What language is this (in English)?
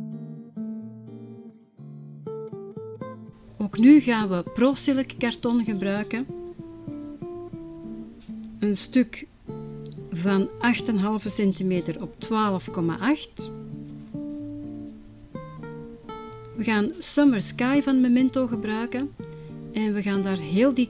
Dutch